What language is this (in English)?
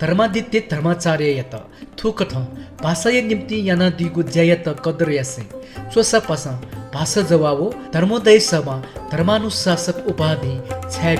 Newari